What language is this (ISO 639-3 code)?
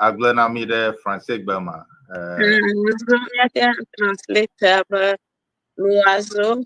ewe